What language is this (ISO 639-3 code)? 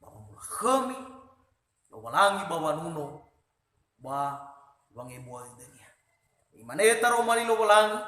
nia